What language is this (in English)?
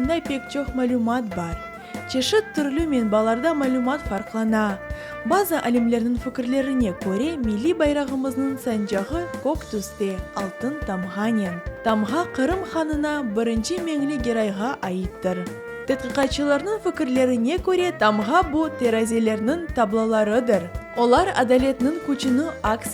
Crimean Tatar